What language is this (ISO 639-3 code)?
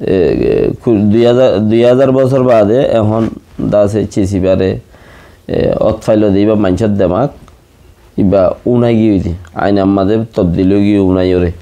rhg